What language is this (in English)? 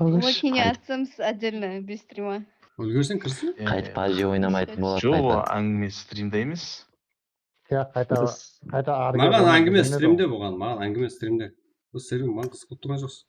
Kara-Kalpak